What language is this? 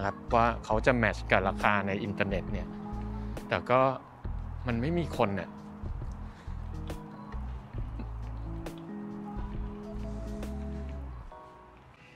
Thai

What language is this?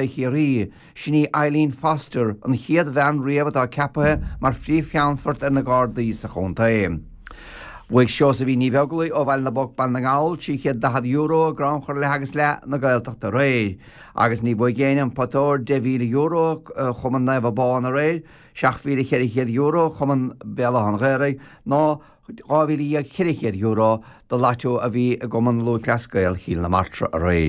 Irish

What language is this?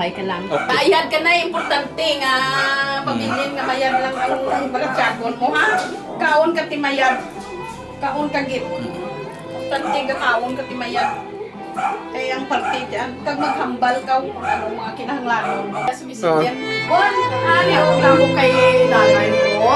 Hiligaynon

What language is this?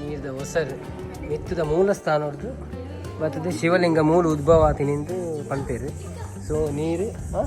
Tulu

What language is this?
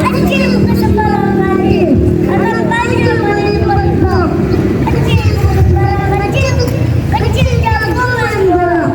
Betawi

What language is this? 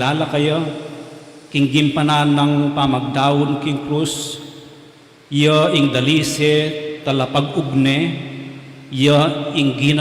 Pampanga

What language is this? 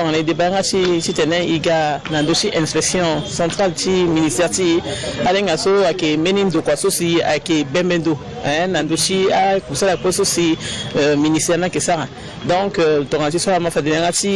Sango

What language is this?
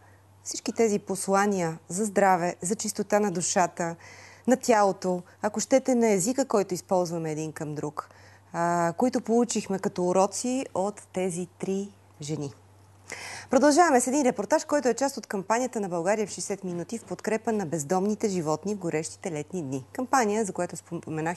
Bulgarian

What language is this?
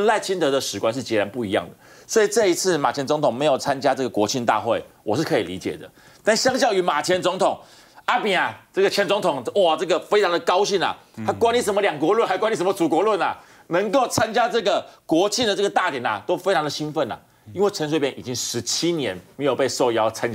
Chinese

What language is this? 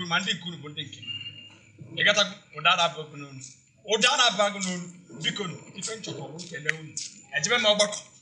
Igbo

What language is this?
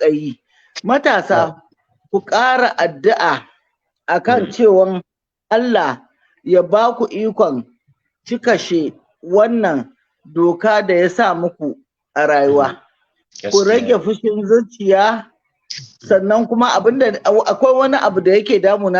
Hausa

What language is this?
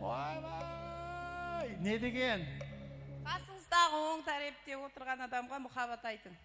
Kara-Kalpak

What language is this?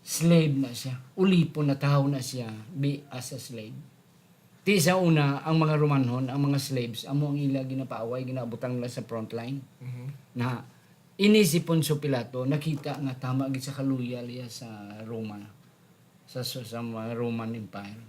Hiligaynon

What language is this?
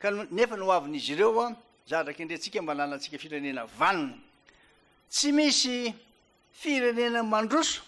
Malagasy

